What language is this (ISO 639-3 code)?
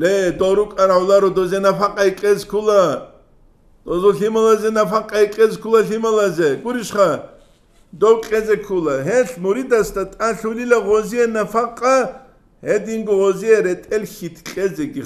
ava